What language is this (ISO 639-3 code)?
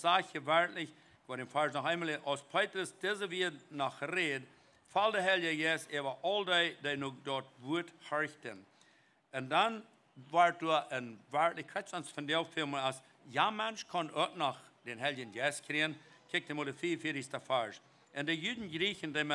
pdt